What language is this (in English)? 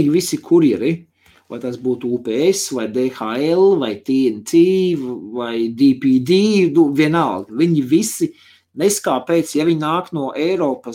Latvian